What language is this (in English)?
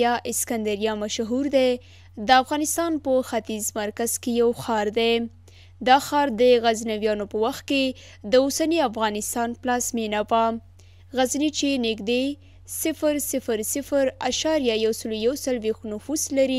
Pashto